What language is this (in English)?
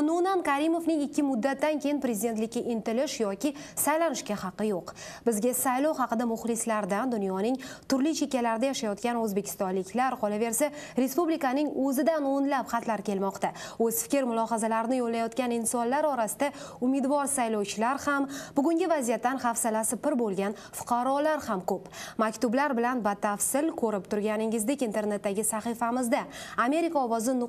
Uzbek